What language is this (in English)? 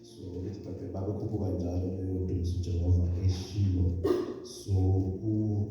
Zulu